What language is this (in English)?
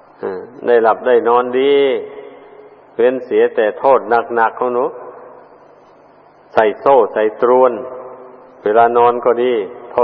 Thai